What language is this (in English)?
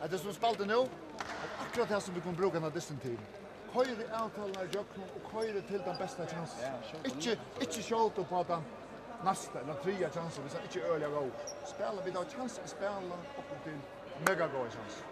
Faroese